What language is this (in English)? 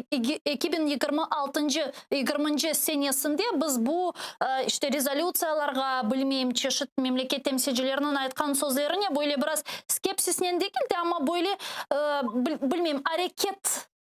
Crimean Tatar